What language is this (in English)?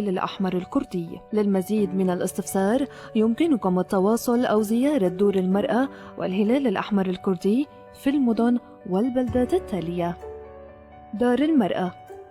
North Levantine Arabic